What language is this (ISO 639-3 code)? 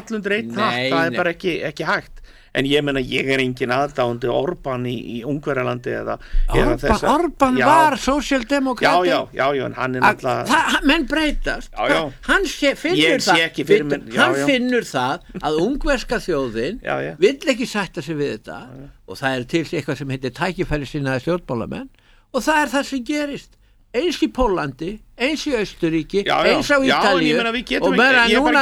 isl